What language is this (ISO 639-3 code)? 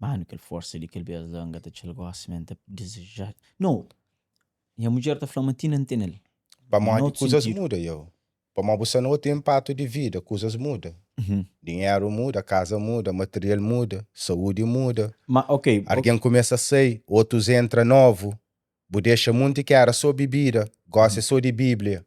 kea